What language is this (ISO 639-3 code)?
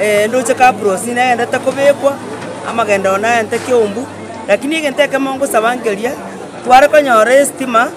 guz